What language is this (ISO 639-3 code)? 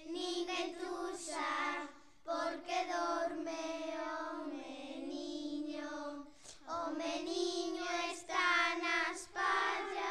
glg